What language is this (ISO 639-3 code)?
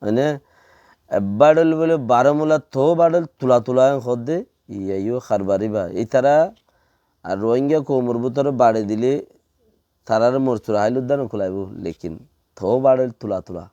rhg